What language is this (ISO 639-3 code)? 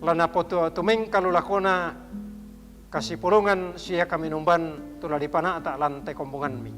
sda